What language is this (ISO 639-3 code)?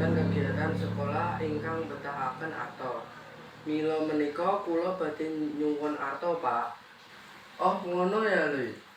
jav